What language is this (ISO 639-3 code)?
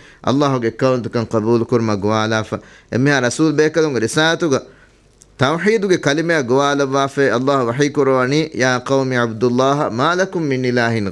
div